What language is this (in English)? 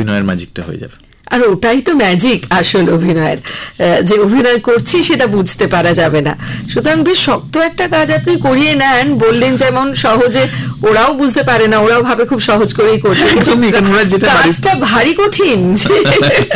Bangla